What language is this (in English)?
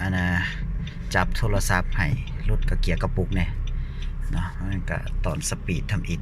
Lao